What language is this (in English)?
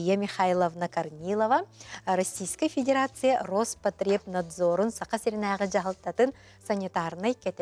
Yakut